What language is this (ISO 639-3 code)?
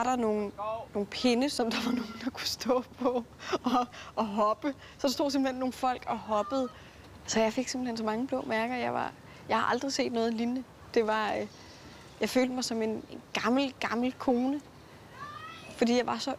dan